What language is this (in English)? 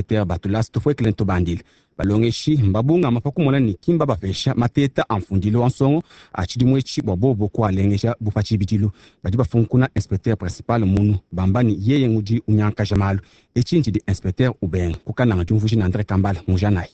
Luba-Lulua